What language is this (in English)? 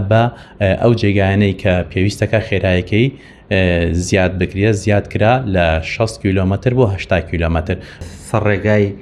Central Kurdish